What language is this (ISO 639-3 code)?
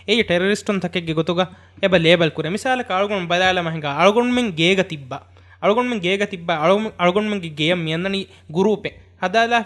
div